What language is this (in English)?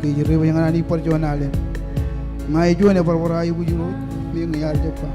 Marshallese